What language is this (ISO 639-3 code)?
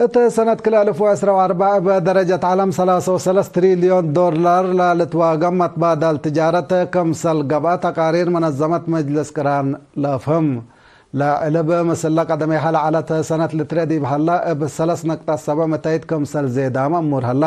tig